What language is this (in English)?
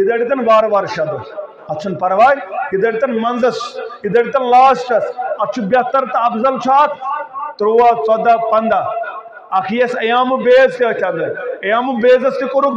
Kashmiri